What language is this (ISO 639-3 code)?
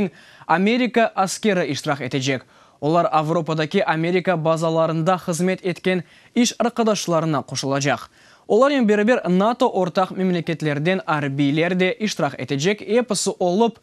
crh